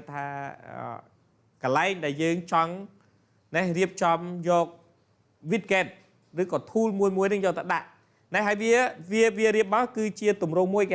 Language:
Khmer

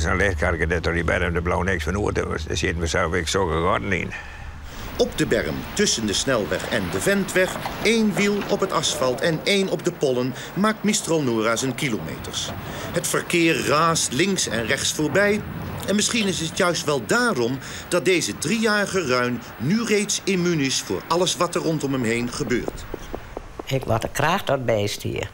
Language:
Western Frisian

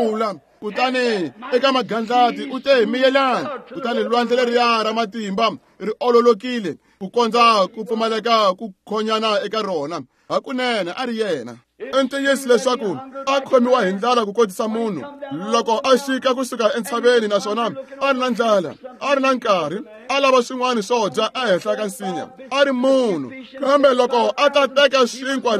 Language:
Tsonga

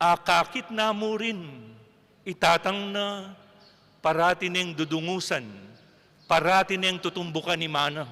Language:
Pampanga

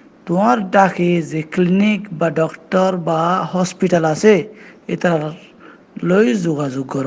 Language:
Rohingya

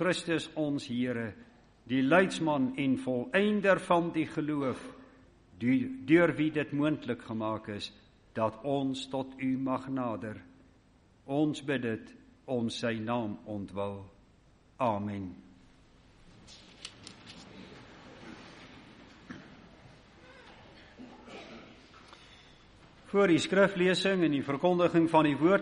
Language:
Afrikaans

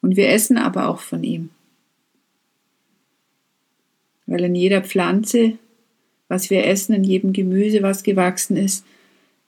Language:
German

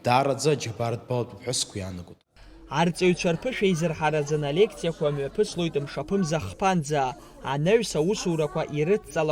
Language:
Abkhazian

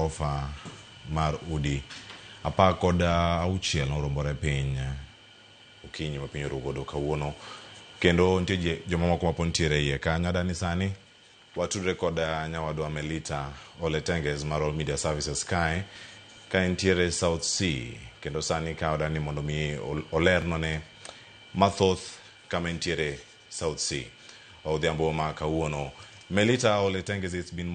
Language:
Luo (Kenya and Tanzania)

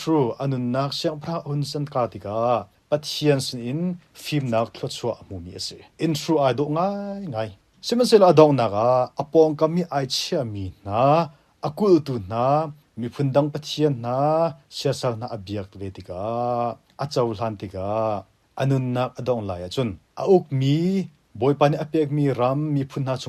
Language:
Hakha Chin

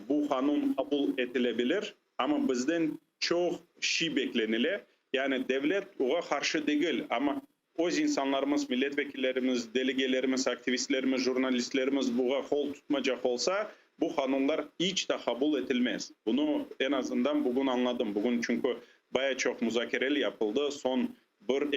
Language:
Crimean Tatar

